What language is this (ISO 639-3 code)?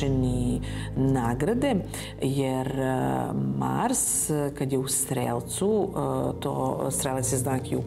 srp